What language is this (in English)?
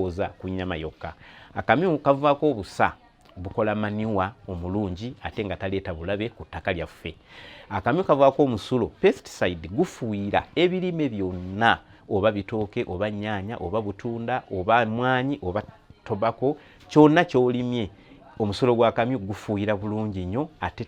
Ganda